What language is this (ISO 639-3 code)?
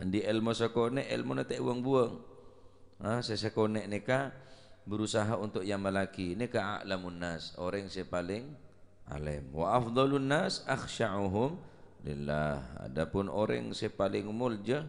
mad